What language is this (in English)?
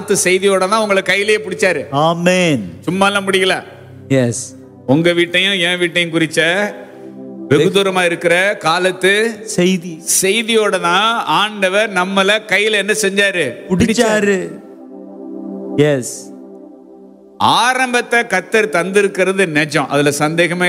Tamil